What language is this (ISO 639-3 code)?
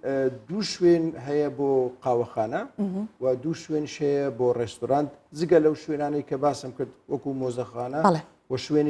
ckb